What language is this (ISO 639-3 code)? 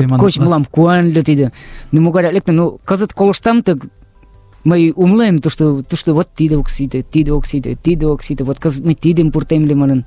chm